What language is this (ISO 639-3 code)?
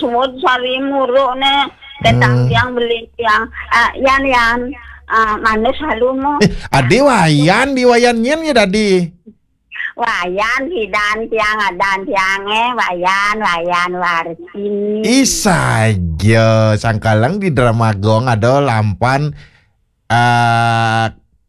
ban